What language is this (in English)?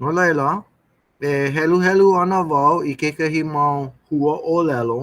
Hawaiian